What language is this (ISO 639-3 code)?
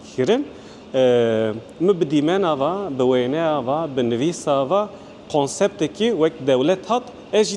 kur